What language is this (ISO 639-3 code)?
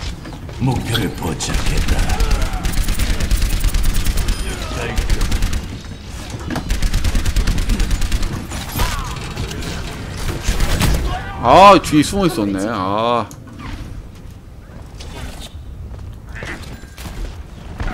kor